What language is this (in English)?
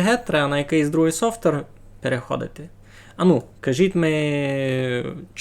Rusyn